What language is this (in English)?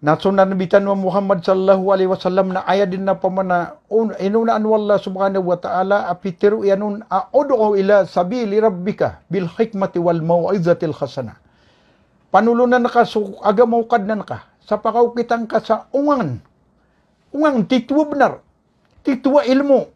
Maranao